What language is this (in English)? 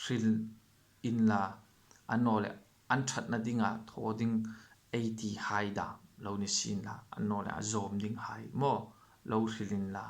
Hmar